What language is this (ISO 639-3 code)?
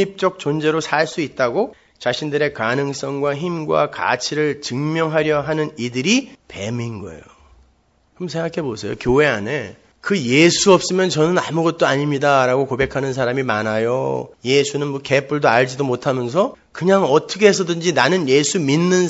kor